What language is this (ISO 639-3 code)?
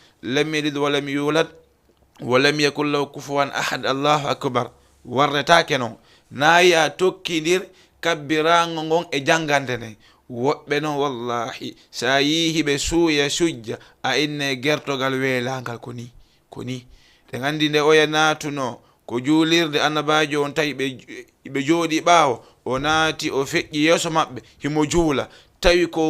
ful